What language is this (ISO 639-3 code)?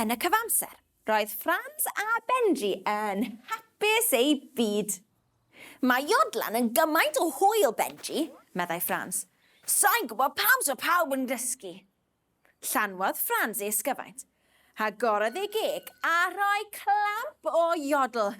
cym